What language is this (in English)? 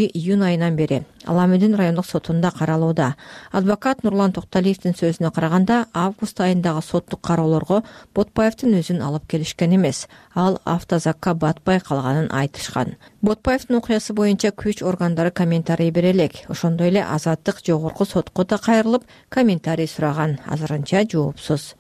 Kyrgyz